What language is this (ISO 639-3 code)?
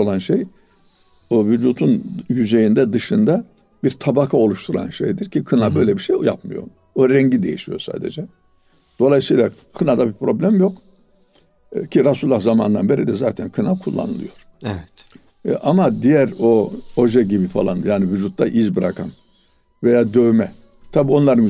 tur